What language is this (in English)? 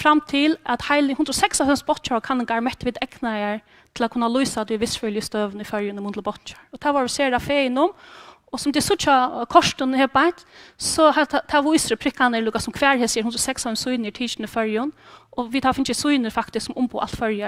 Faroese